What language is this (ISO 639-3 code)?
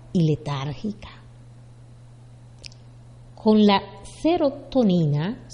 spa